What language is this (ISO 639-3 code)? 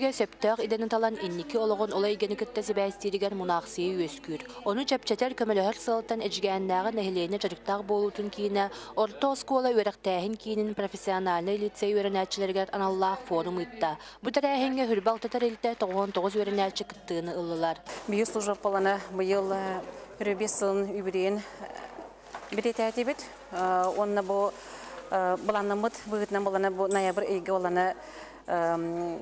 sah